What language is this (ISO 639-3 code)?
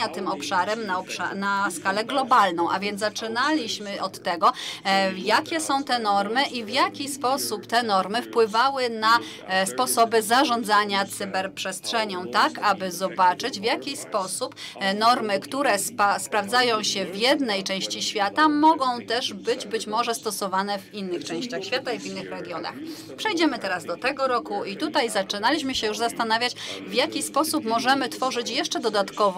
pol